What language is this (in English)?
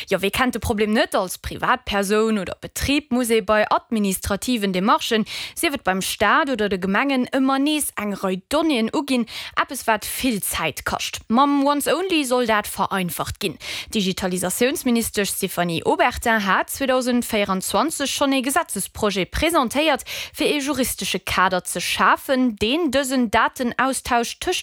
Luxembourgish